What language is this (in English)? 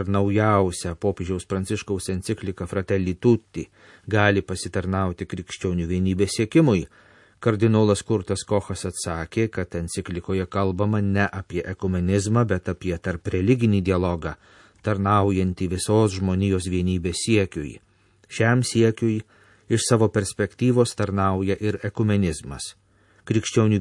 Lithuanian